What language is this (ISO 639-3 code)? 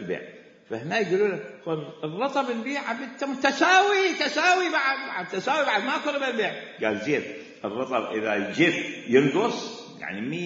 acm